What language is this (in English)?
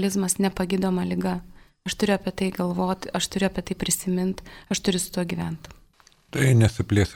Lithuanian